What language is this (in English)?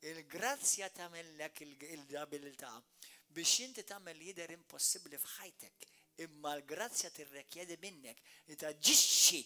Maltese